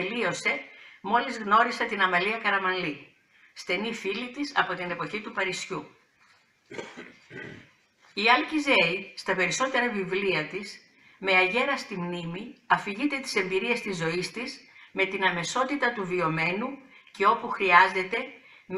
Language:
Greek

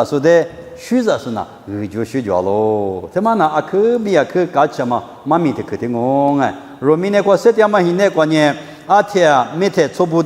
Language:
Lisu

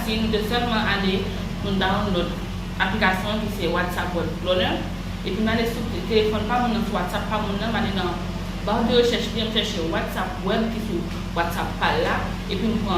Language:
Haitian Creole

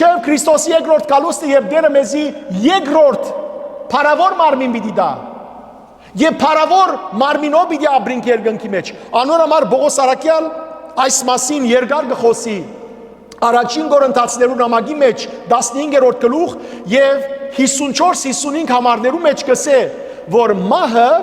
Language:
Western Armenian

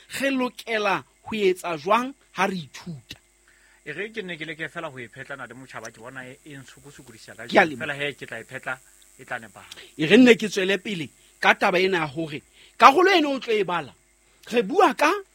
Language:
Southern Sotho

